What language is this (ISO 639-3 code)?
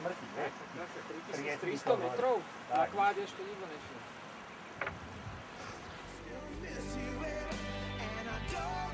slk